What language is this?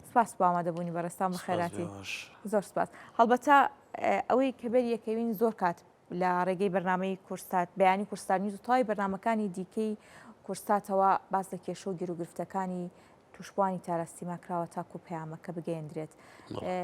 Central Kurdish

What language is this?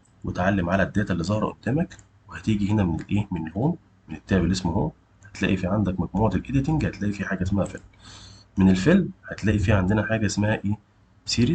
Egyptian Arabic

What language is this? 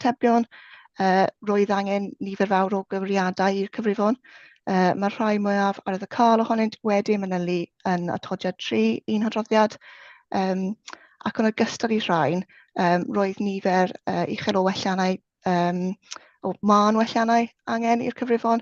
Welsh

